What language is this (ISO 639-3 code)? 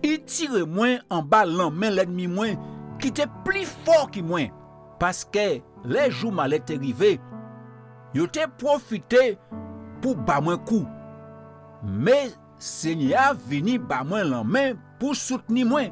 gcf